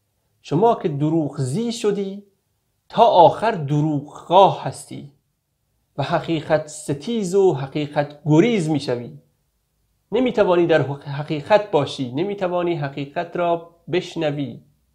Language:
Persian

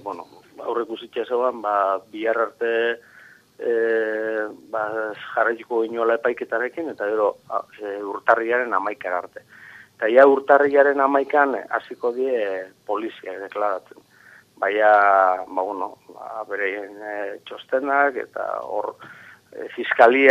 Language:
Basque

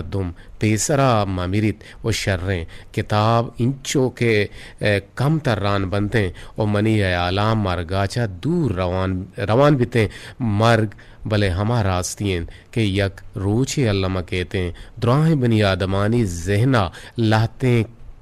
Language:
Eastern Balochi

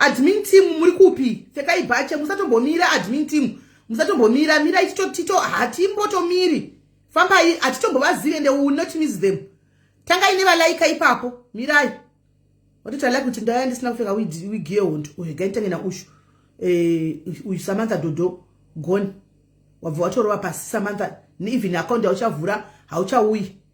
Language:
Shona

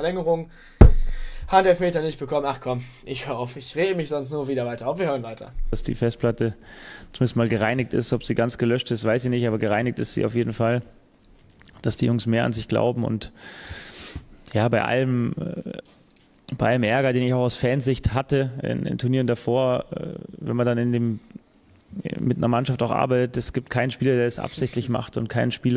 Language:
German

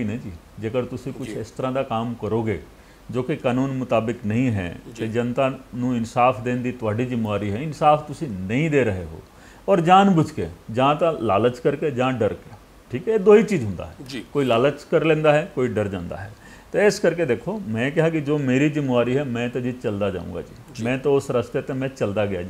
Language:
Punjabi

